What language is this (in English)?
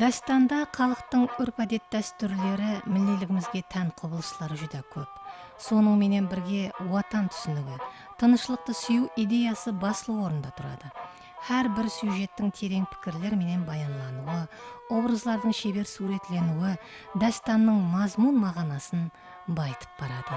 Kara-Kalpak